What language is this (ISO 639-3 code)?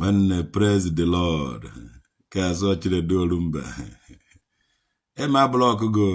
ibo